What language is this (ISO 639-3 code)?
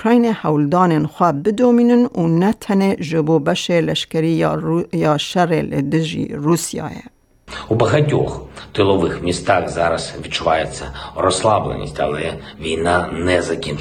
kur